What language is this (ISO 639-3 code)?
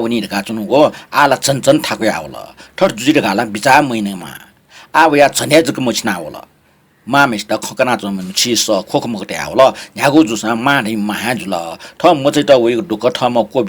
new